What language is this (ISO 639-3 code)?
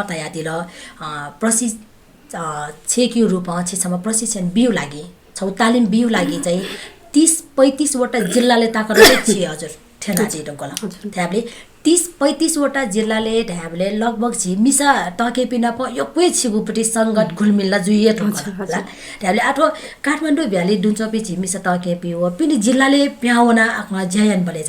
new